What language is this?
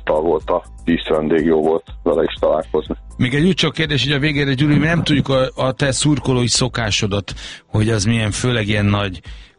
Hungarian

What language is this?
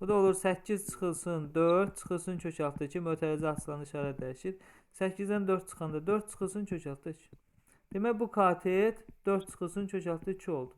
Azerbaijani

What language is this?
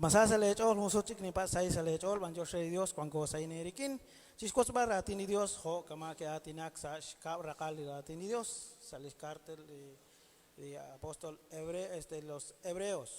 Kekchí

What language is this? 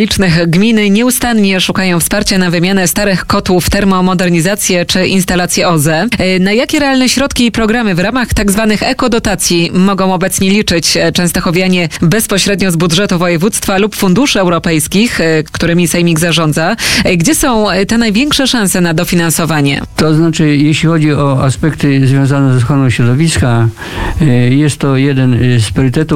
Polish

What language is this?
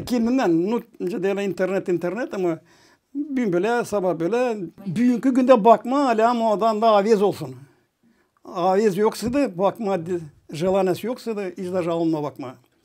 Gagauz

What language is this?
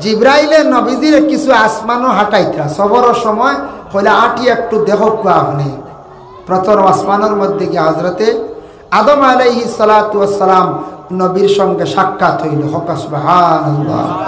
Sylheti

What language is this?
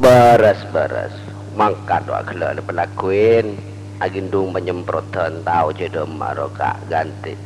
Madurese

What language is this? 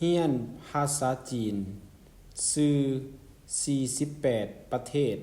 Lao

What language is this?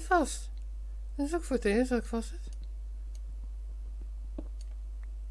Dutch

